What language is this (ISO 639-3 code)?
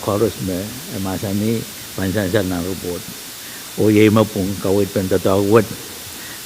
pon